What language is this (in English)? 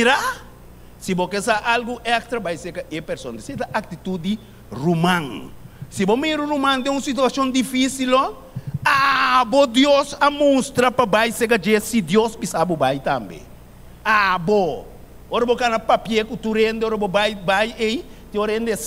Papiamento